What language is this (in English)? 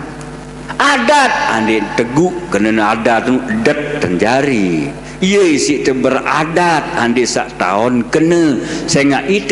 Sasak